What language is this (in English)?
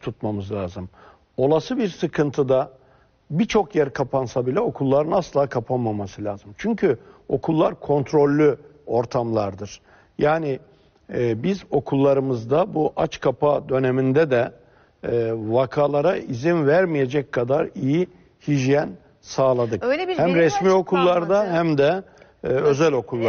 Turkish